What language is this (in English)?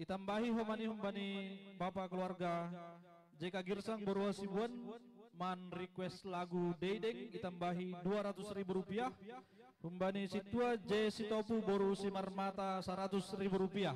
Batak Simalungun